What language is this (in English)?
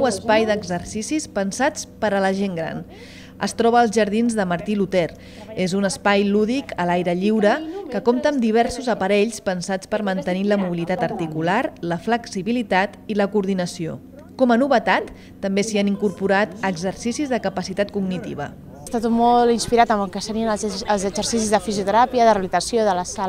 Catalan